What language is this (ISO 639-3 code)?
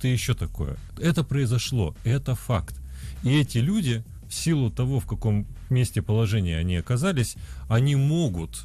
rus